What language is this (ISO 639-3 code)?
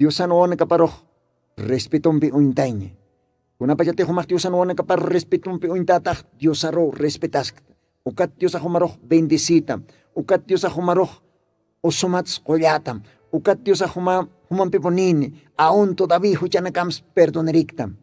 aym